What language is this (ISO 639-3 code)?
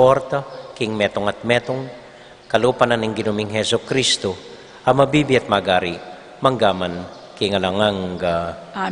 pam